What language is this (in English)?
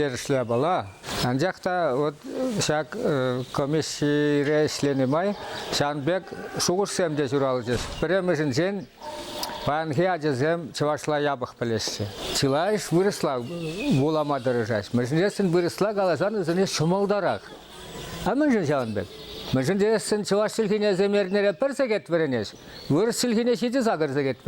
Chuvash